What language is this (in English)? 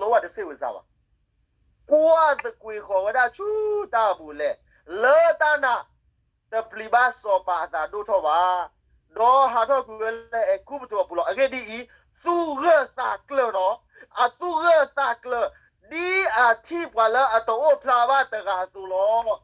S'gaw Karen